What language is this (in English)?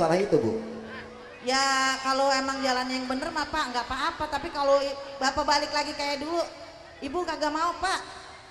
Betawi